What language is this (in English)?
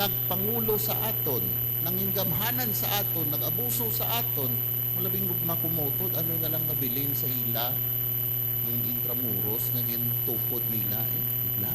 Hiligaynon